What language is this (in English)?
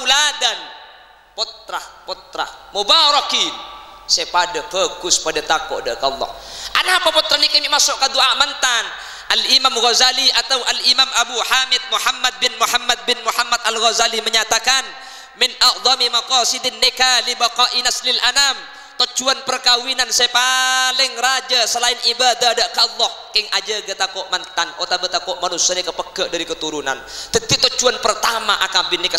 Madurese